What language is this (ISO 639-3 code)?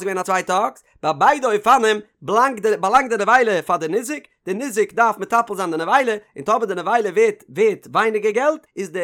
yid